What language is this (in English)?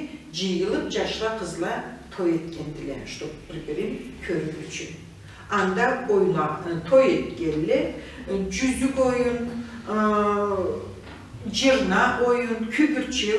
Karachay-Balkar